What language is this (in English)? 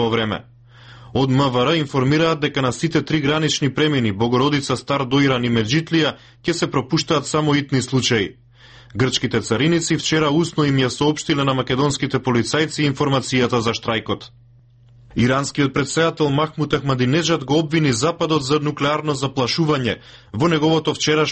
Macedonian